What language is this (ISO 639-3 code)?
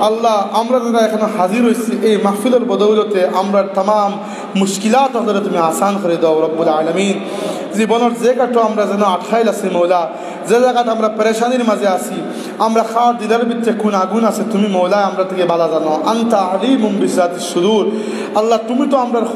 syl